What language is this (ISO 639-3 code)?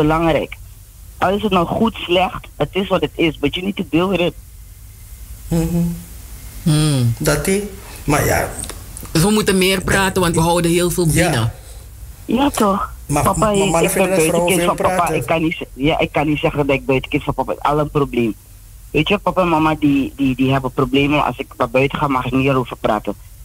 nld